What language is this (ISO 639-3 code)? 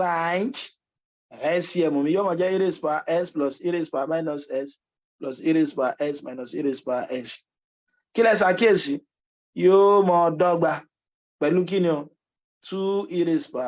yor